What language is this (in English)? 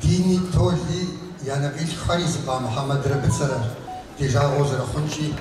Kabardian